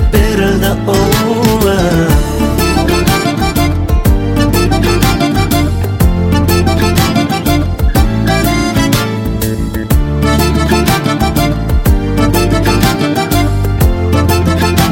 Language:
Kazakh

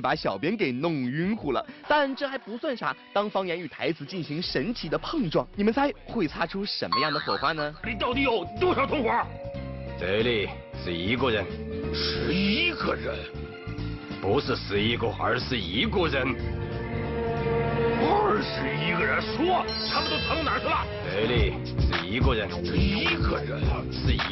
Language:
Chinese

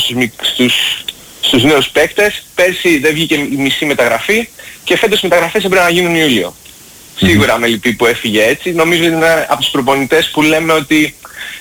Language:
Greek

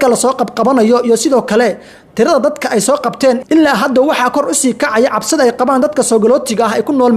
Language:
Somali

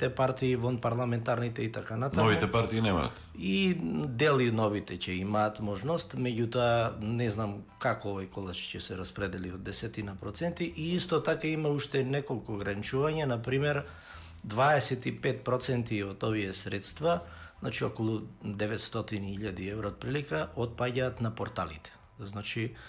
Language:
Macedonian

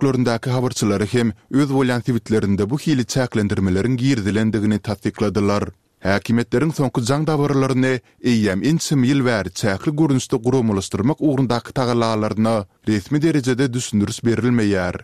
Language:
Turkmen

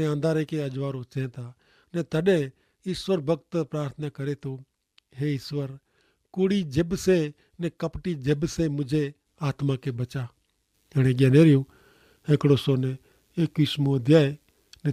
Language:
Kachhi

